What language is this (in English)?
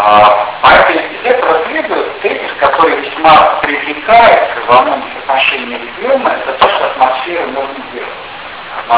Russian